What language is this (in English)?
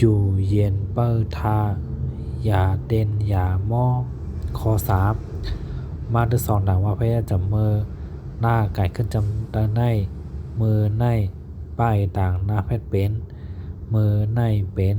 Shan